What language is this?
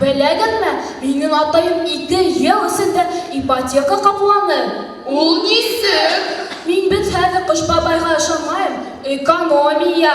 Bashkir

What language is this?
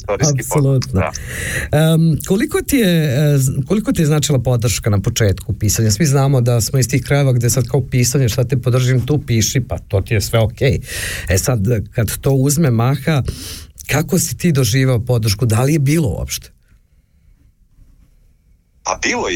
Serbian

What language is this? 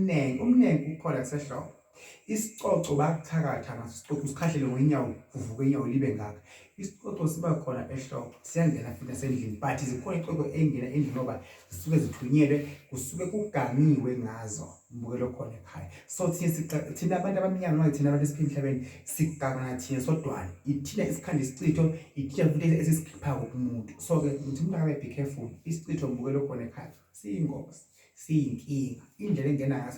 Zulu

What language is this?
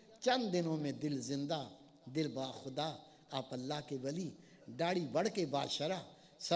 Urdu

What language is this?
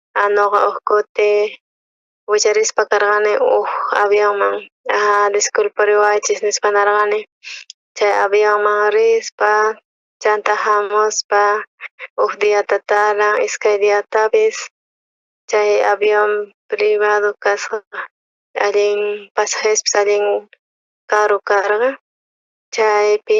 South Bolivian Quechua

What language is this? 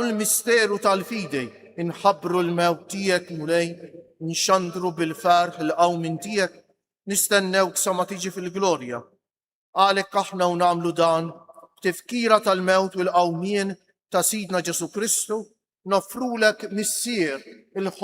Maltese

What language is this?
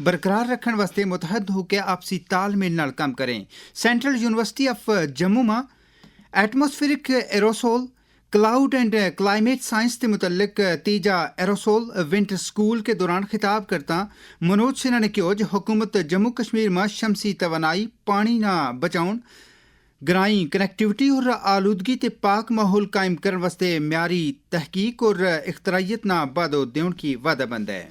Gujari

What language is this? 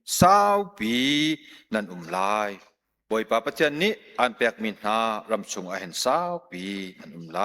Hakha Chin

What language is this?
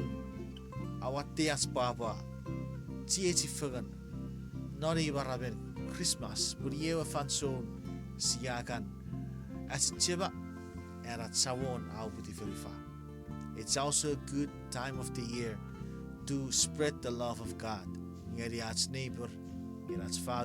Chuukese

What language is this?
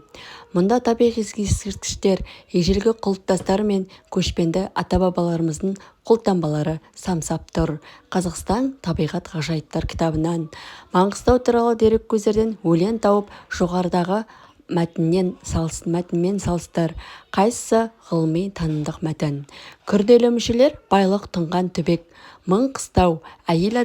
Kazakh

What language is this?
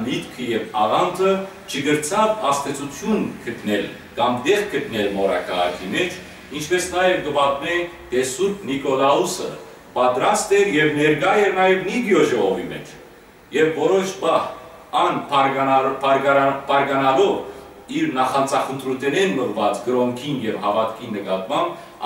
Western Armenian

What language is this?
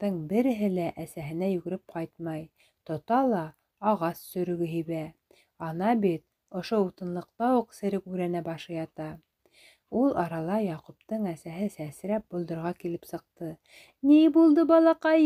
Bashkir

